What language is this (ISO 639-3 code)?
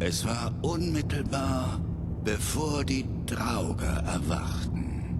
bar